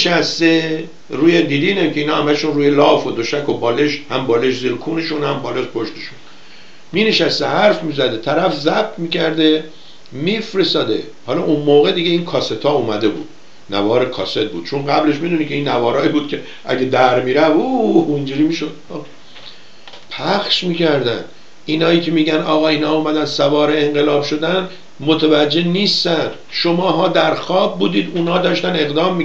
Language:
Persian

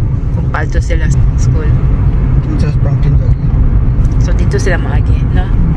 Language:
Filipino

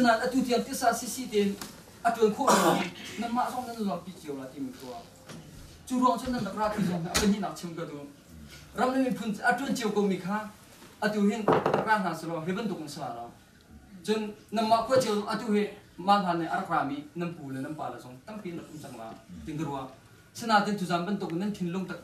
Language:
Hakha Chin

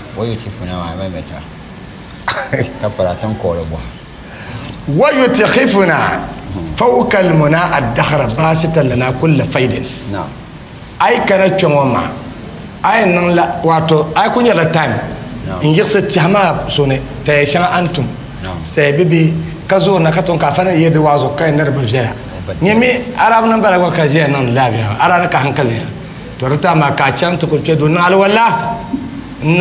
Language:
Dagbani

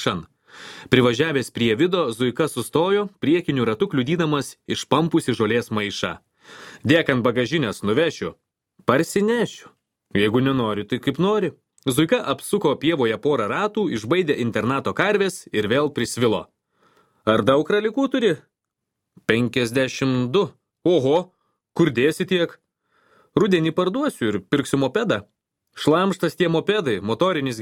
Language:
Lithuanian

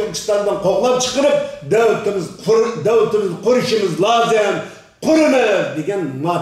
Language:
Uyghur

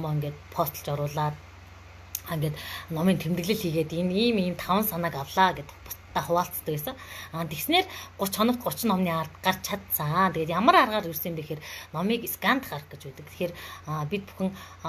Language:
Mongolian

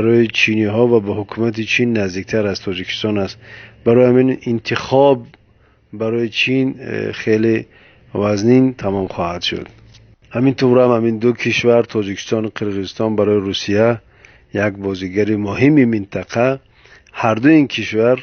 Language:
Tajik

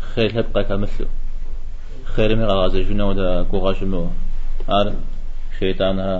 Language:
Kabardian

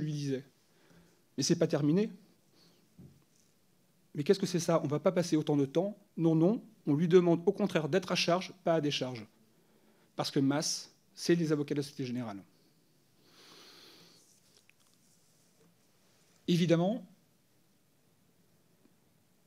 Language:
French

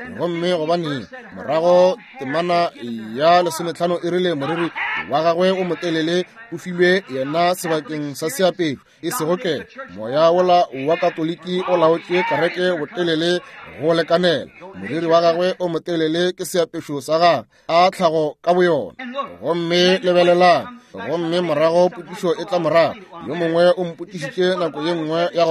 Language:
Northern Sotho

